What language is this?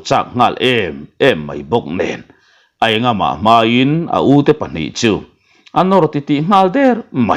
Mizo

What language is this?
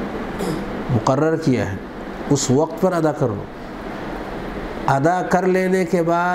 Urdu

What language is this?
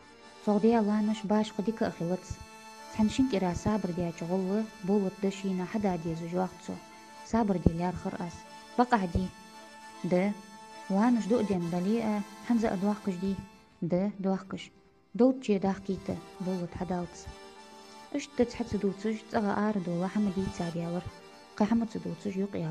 Ingush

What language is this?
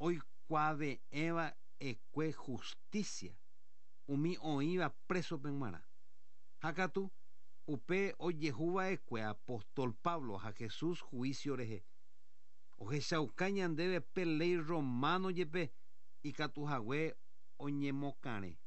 Guarani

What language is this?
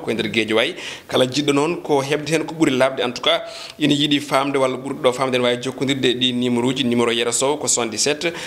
Fula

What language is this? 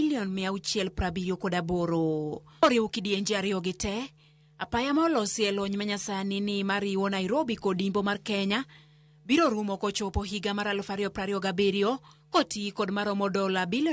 Luo (Kenya and Tanzania)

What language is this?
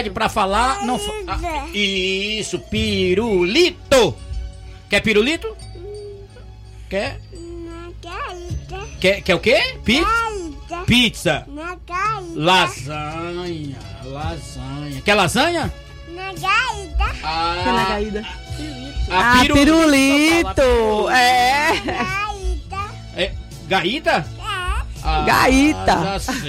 Portuguese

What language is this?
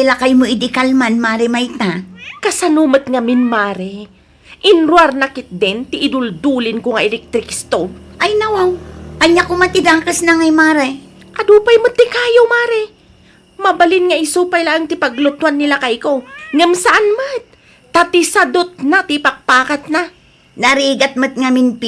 Iloko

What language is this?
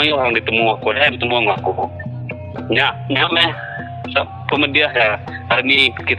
Iban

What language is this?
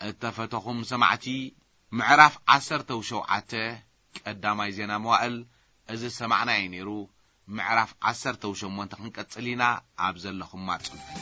Tigrinya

